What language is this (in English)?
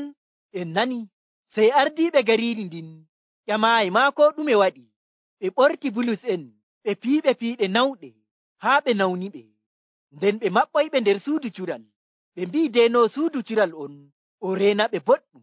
Nigerian Fulfulde